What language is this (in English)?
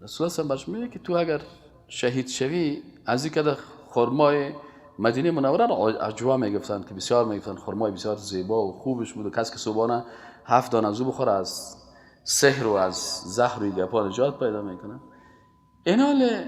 Persian